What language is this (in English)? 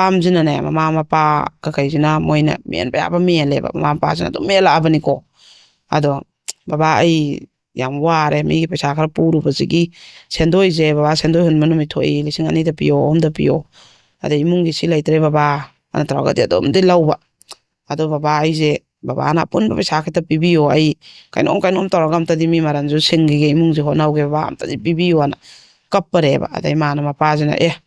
Manipuri